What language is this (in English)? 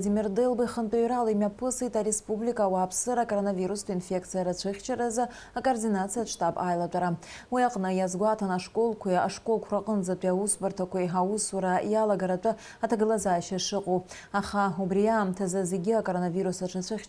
Abkhazian